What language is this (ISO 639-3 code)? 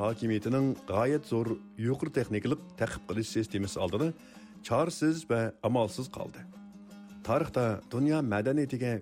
uig